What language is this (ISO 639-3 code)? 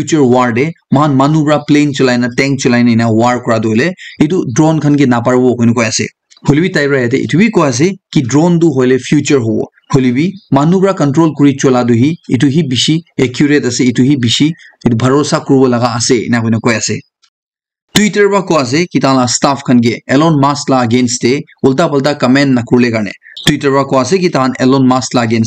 nag